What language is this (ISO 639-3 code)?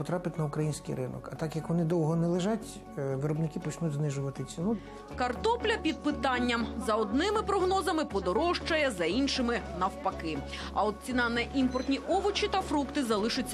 ukr